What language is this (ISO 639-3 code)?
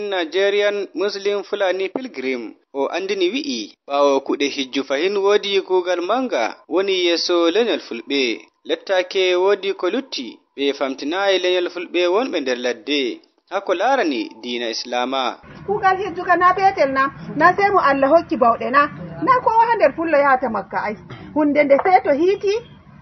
ful